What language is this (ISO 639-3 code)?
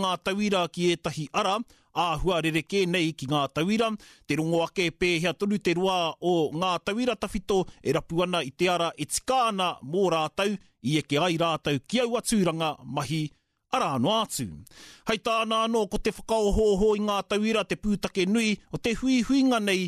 mri